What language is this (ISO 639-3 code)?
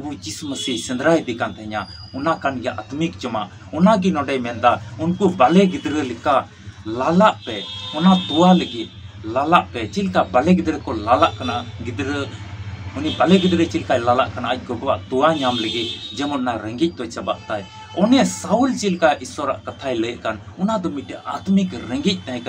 sat